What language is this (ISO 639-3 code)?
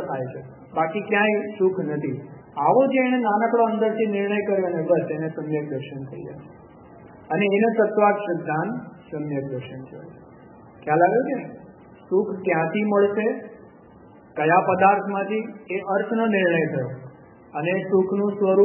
guj